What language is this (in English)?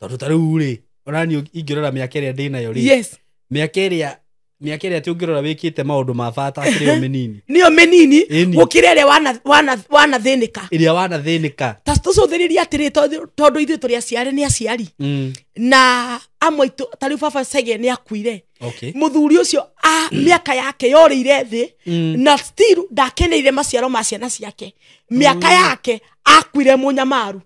Kikuyu